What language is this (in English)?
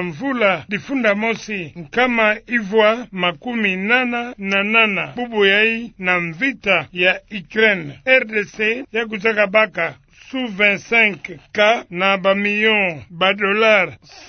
Kituba (Democratic Republic of Congo)